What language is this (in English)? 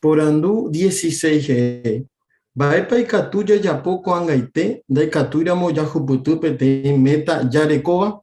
Guarani